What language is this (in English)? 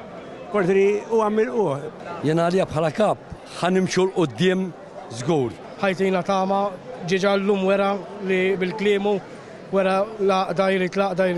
Maltese